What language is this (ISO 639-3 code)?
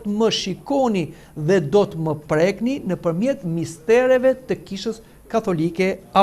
sqi